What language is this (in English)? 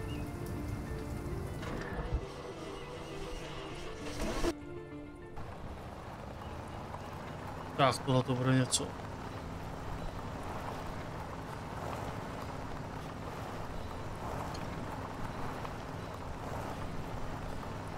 Czech